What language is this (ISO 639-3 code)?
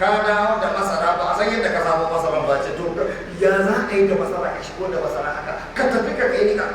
hau